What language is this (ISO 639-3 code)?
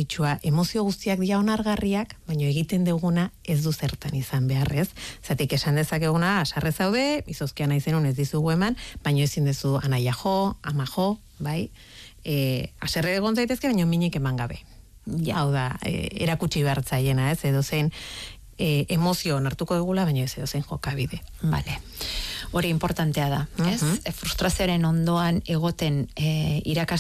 eus